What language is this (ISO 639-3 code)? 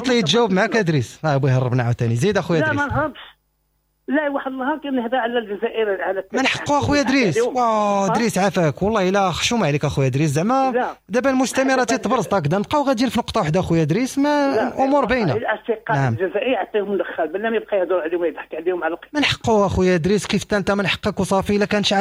ary